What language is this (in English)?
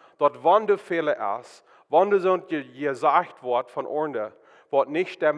Plautdietsch